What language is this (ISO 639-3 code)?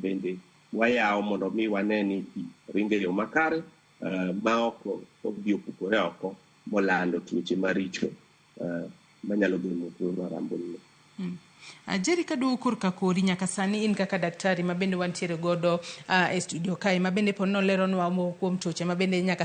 luo